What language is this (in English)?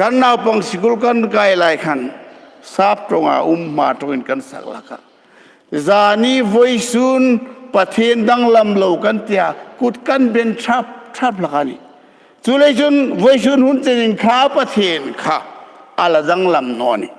Hmar